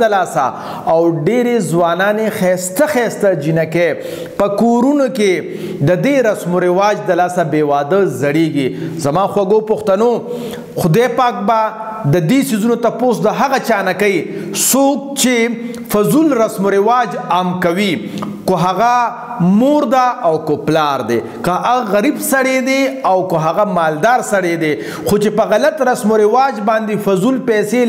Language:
Pashto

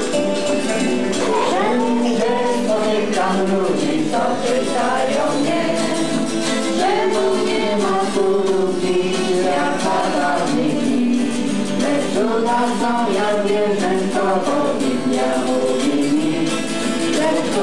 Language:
Polish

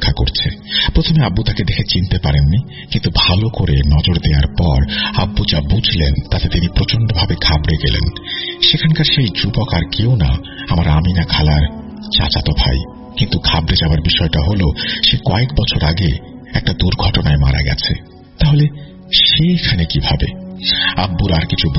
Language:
Bangla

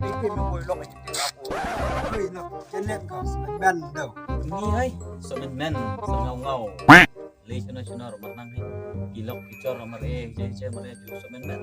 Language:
Khasi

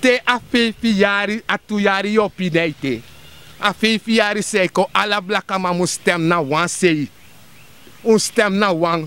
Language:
Sranan Tongo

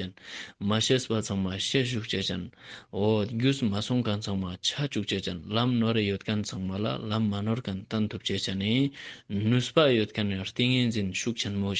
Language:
Ladakhi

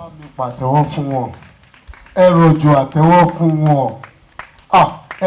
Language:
Yoruba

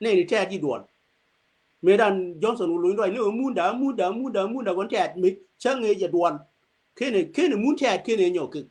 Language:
Nuer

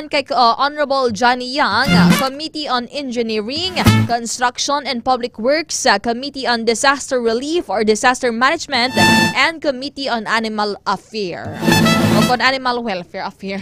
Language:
Hiligaynon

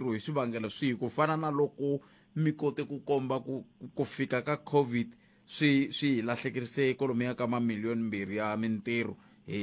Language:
Tsonga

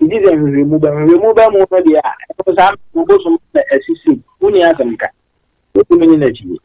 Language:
Akan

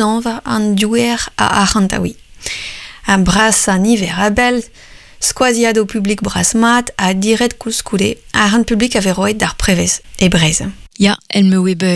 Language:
Breton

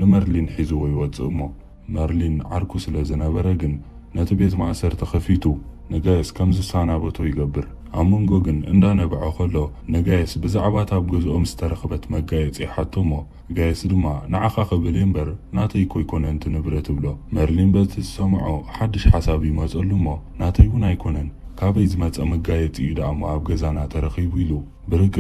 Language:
Tigrinya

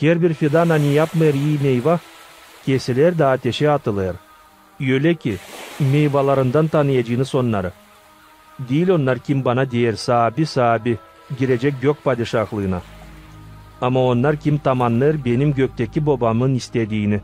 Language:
Gagauz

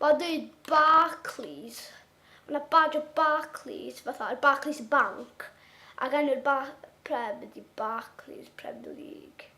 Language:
Welsh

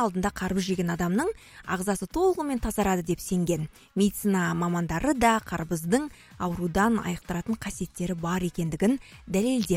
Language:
Kazakh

